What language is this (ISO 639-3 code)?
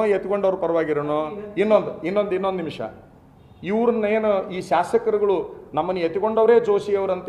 kan